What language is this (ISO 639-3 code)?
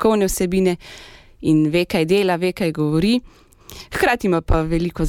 slv